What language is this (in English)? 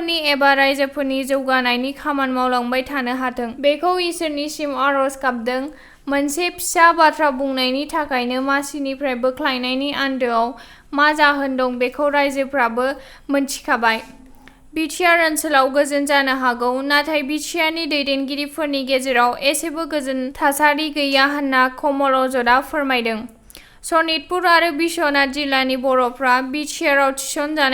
Bodo